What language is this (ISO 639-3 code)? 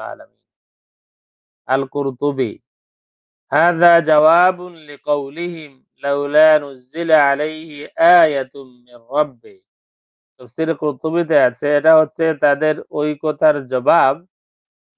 ben